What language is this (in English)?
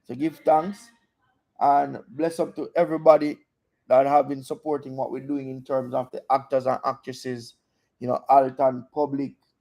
Jamaican Creole English